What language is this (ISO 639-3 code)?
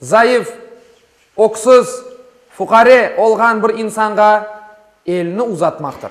crh